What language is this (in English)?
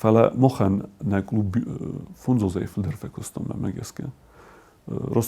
Ossetic